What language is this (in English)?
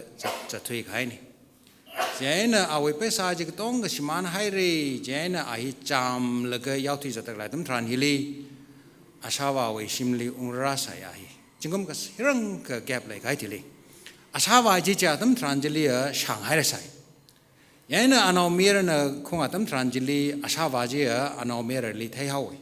Tangkhul Naga (India)